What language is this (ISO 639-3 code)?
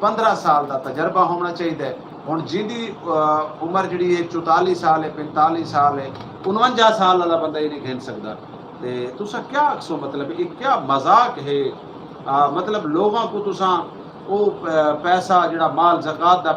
skr